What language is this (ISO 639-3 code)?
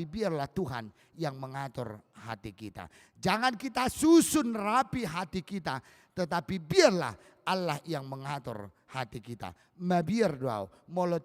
bbc